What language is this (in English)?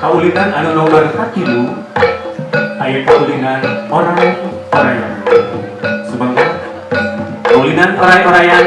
Sundanese